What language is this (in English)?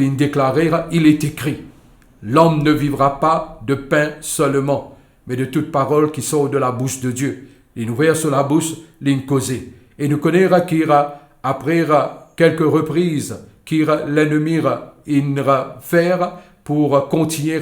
Morisyen